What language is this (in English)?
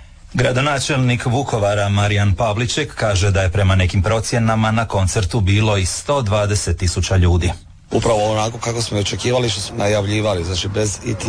Croatian